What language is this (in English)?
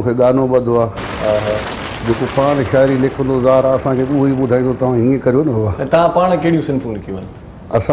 Sindhi